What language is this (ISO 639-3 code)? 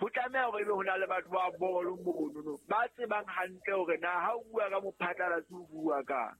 sot